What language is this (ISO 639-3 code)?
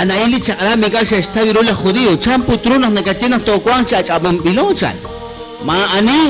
kek